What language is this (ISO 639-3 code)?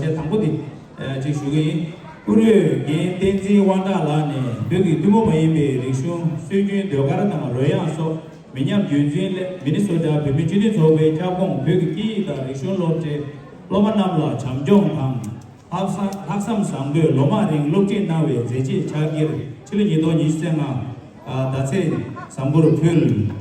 bod